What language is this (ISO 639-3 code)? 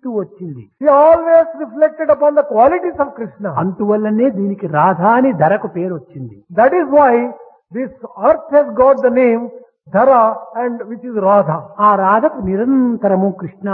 tel